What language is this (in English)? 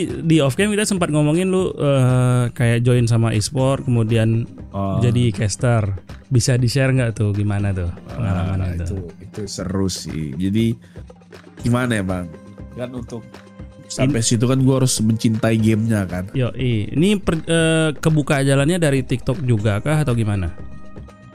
Indonesian